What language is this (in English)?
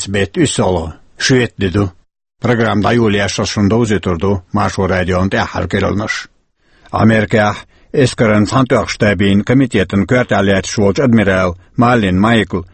Chechen